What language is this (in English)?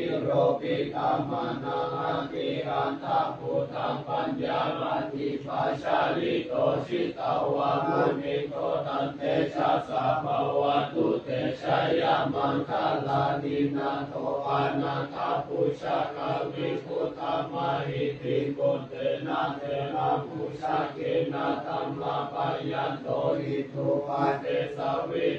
Pali